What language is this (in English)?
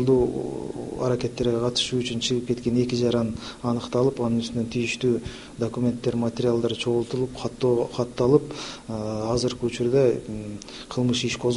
Kyrgyz